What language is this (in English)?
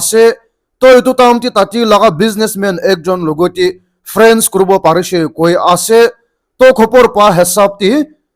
Naga Pidgin